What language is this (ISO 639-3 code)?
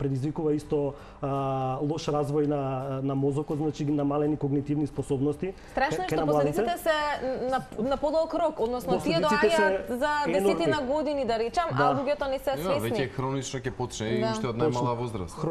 mkd